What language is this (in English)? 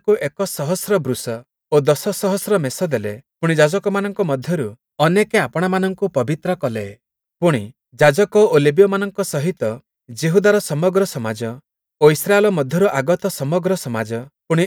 Odia